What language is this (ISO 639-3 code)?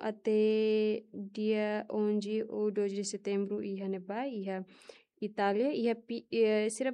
tet